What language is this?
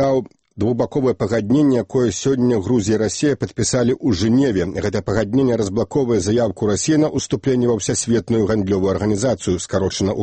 Belarusian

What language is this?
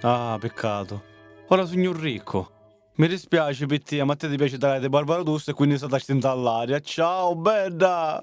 Sicilian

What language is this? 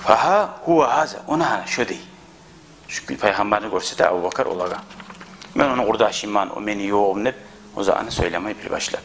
Kumyk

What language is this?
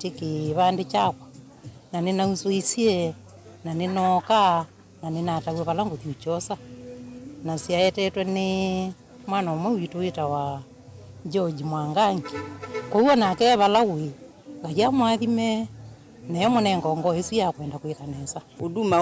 Kamba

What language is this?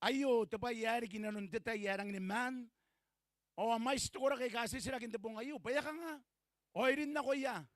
Gilbertese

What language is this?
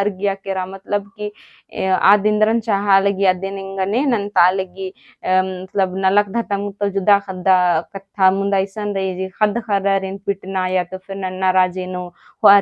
Kurukh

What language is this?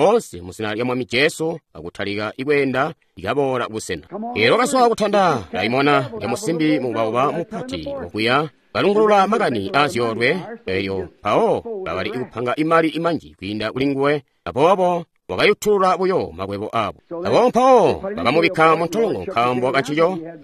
Tonga (Zambia)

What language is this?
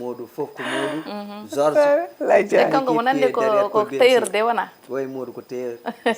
Fula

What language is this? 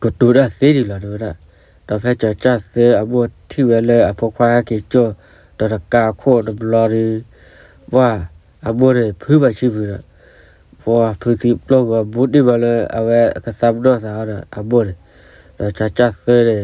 S'gaw Karen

